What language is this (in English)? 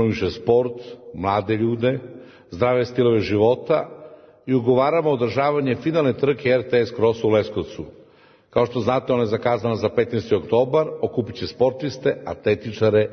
Serbian